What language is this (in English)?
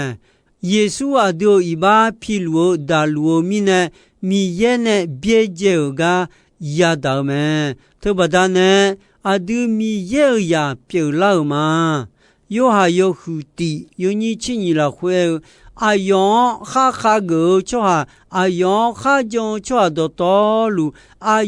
Akha